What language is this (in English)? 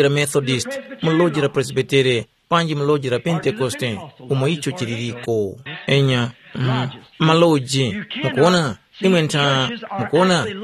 Tumbuka